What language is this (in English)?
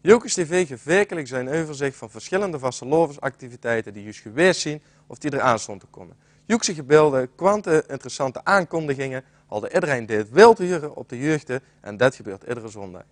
Limburgish